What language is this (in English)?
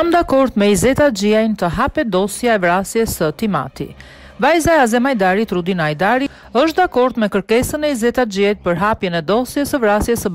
Albanian